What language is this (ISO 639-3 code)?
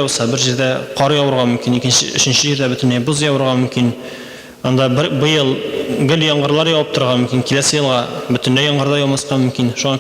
tat